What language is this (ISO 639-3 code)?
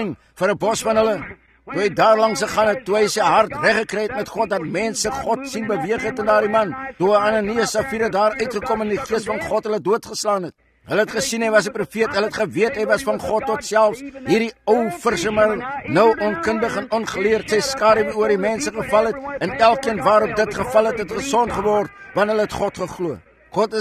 afr